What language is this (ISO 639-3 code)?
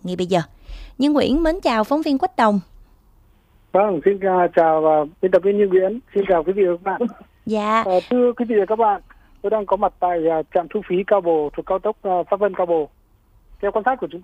vie